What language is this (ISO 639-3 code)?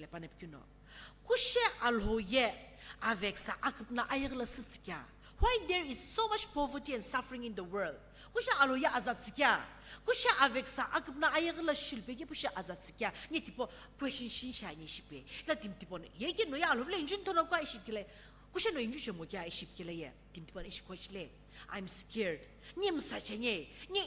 nsm